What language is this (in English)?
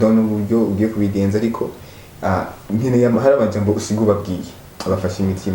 Kinyarwanda